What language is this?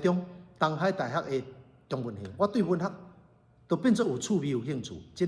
Min Nan Chinese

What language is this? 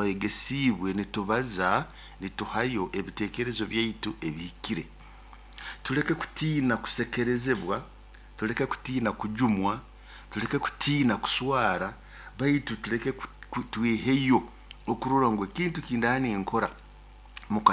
Nyoro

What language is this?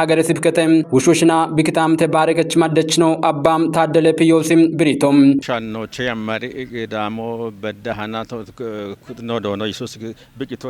Kafa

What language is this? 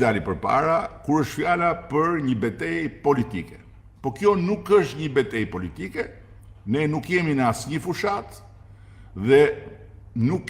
Albanian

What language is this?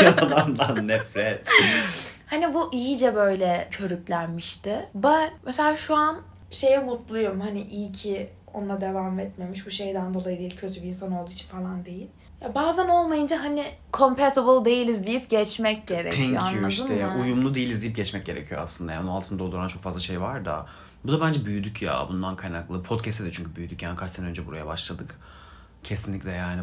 Turkish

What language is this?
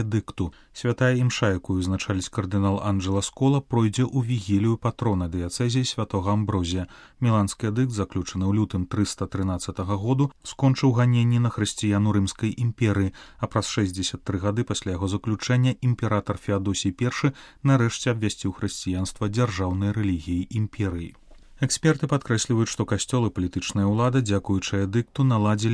Belarusian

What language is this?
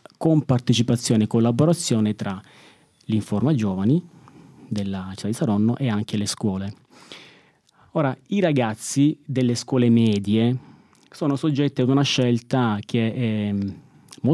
Italian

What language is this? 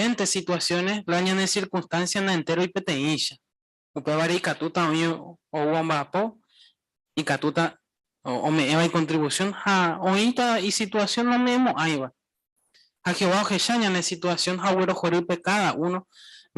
Guarani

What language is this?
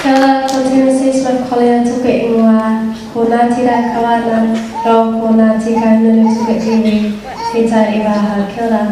Māori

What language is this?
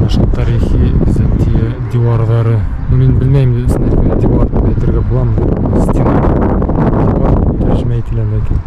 Bashkir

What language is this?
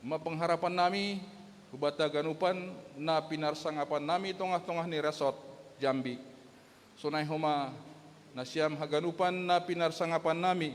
Batak Simalungun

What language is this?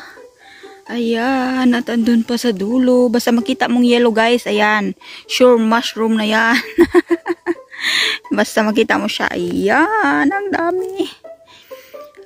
Filipino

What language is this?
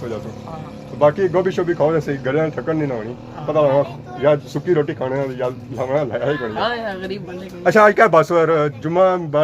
Pahari-Potwari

